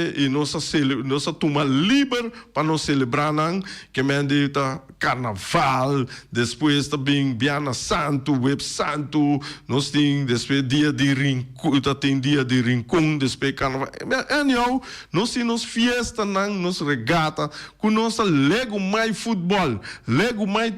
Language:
Papiamento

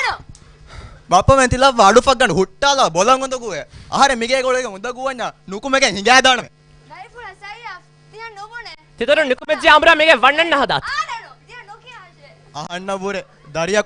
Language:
Divehi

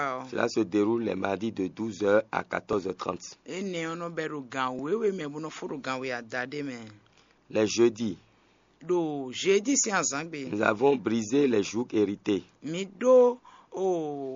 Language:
Fon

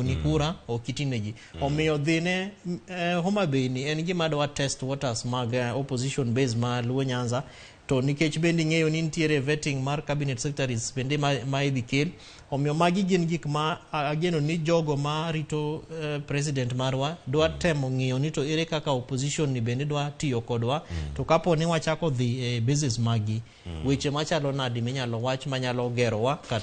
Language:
Luo (Kenya and Tanzania)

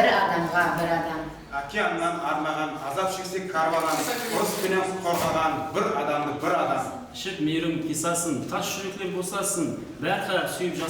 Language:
Kara-Kalpak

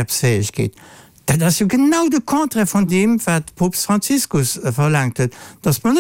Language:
Luxembourgish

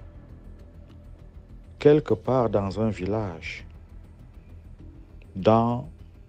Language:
French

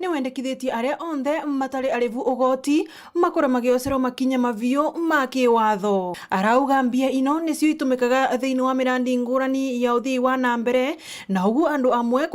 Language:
Meru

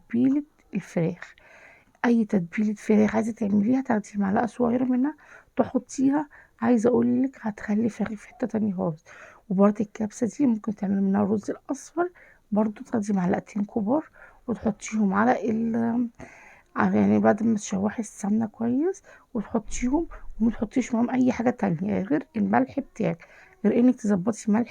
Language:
Egyptian Arabic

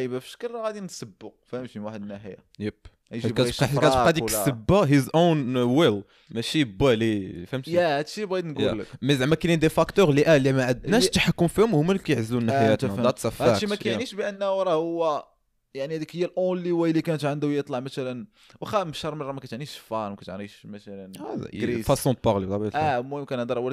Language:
Moroccan Arabic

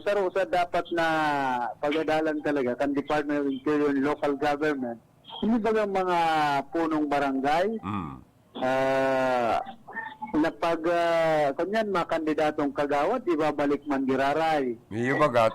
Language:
Bikol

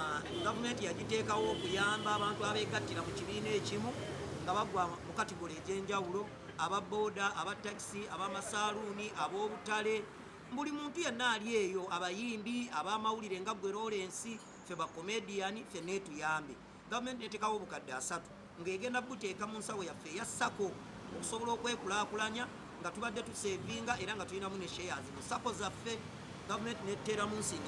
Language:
Ganda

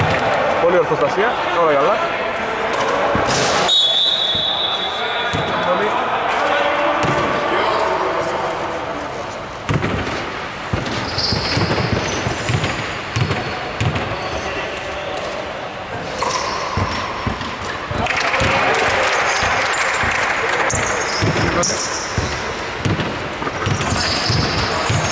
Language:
Greek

